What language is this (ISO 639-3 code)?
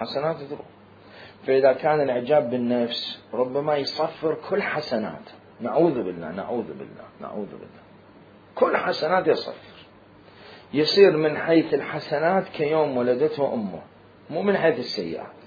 acm